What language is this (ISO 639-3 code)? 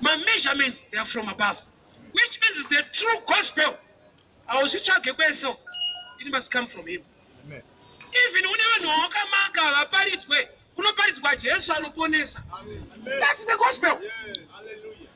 sna